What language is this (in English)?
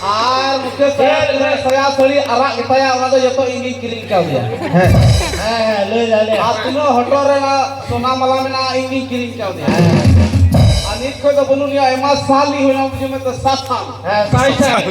Santali